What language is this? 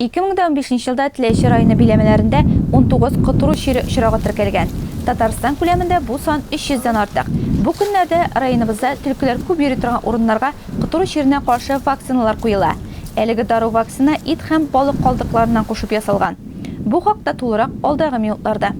Tatar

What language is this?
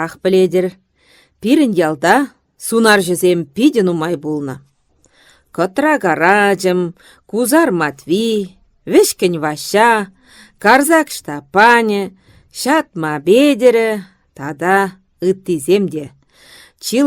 Chuvash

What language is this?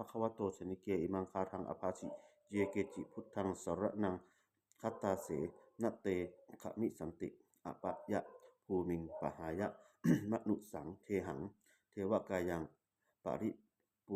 Pali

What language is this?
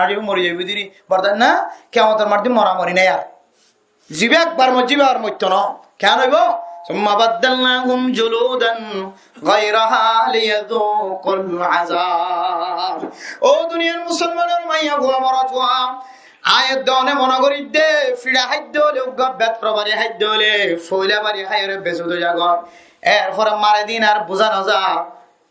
Rohingya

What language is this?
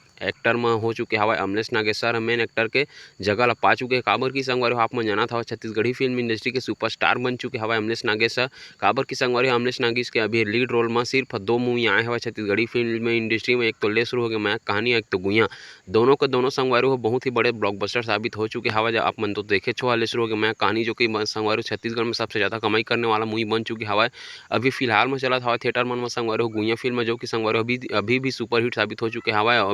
Chhattisgarhi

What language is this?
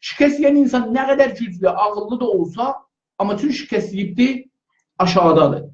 South Azerbaijani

